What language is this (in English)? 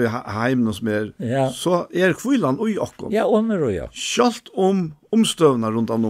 Faroese